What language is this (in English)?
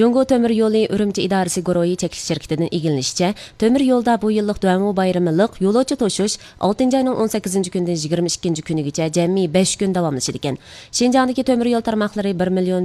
Uyghur